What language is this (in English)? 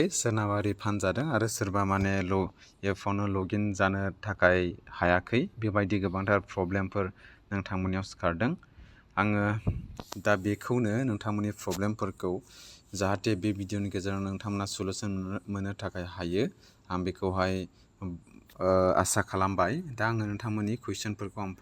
Bodo